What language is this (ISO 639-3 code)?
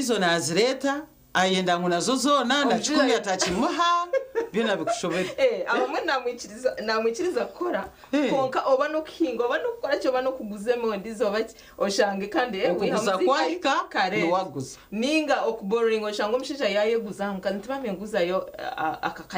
nyn